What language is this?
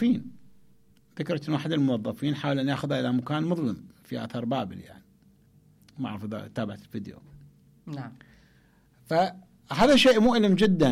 Mesopotamian Arabic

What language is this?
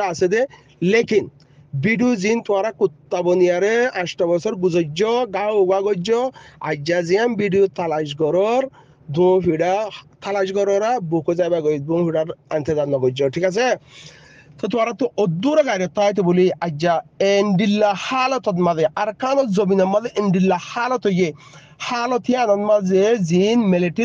Rohingya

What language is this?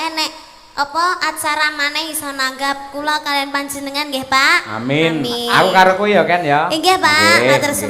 Javanese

